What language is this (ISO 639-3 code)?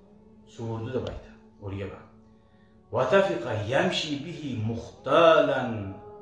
kum